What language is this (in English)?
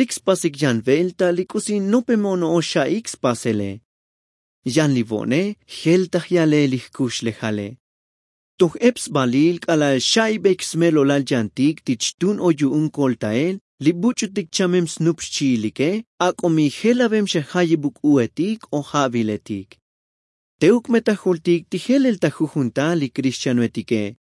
Tzotzil